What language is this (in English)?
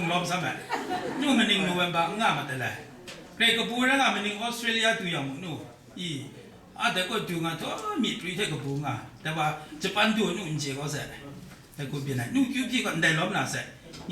Kachin